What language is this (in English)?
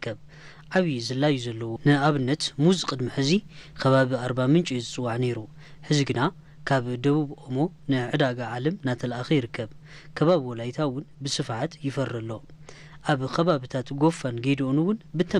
Tigrinya